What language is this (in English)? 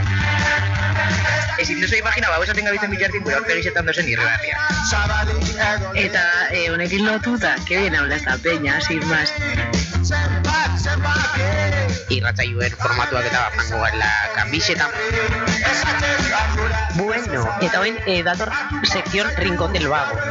Basque